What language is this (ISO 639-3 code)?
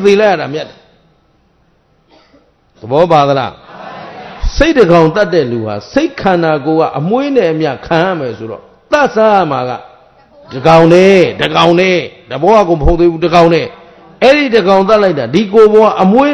mya